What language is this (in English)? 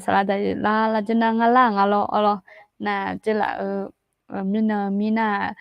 Akha